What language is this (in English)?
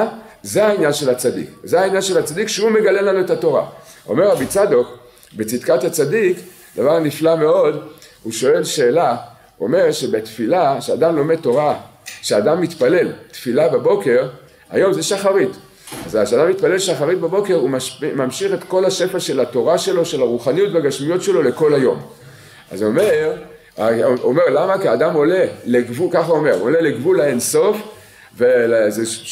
Hebrew